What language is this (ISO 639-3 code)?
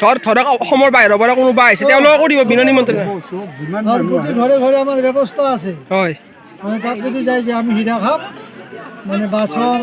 asm